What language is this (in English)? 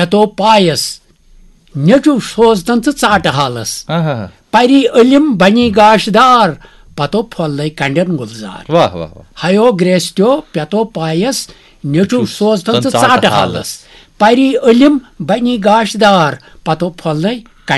Kashmiri